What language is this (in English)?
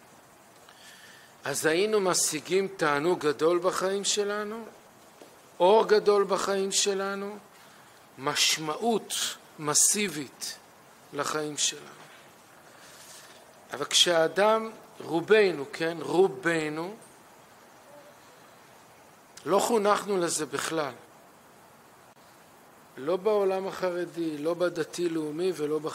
Hebrew